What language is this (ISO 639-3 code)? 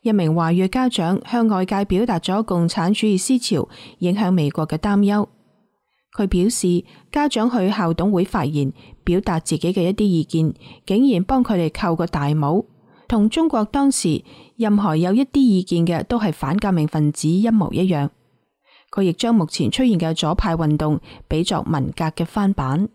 yue